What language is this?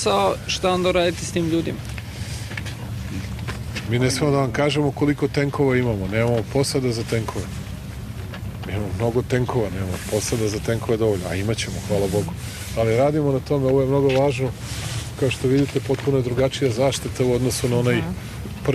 Serbian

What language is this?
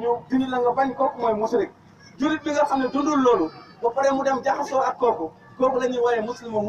Wolof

